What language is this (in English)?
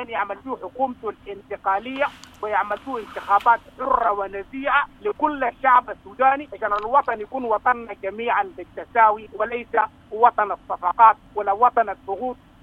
Sudanese Arabic